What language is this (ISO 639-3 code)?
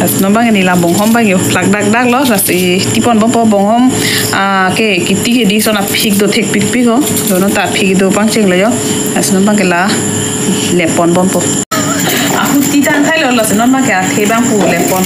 mjw